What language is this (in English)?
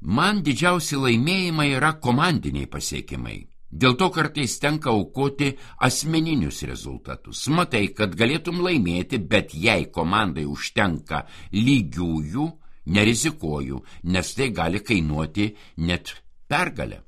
Lithuanian